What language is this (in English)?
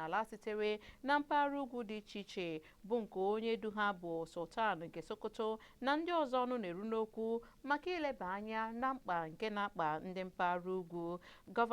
Igbo